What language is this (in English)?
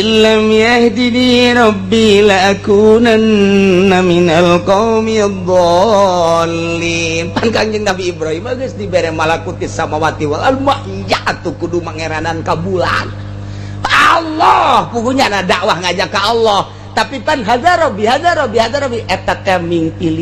Sundanese